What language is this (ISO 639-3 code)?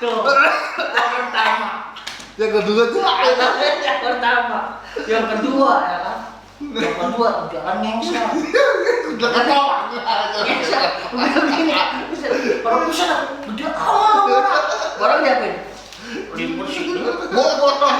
bew